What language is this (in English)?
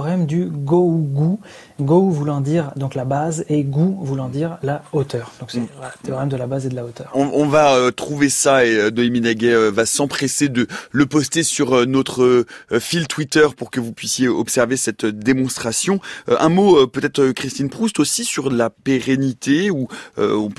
French